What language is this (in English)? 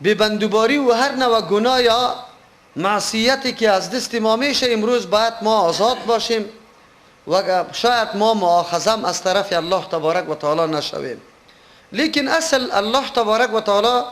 Persian